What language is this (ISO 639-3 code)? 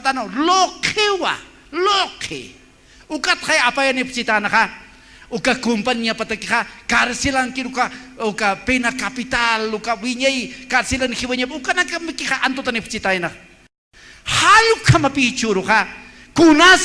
aym